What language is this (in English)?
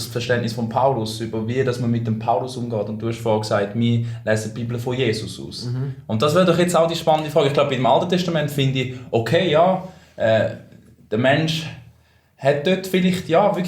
Swiss German